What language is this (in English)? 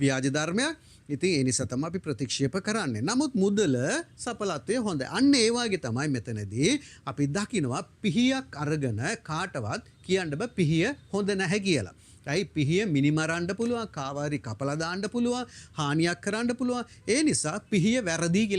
Sinhala